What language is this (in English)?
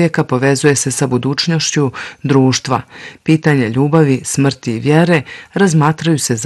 Bosnian